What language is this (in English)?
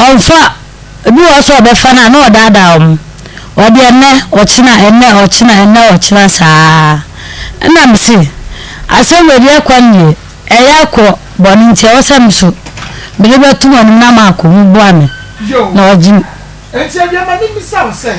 Akan